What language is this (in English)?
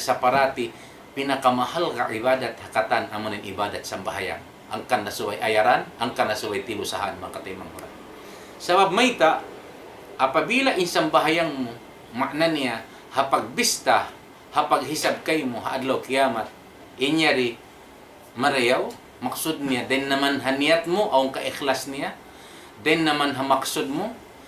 Tausug